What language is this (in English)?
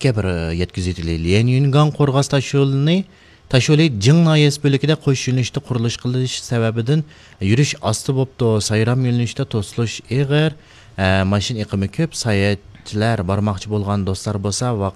Uyghur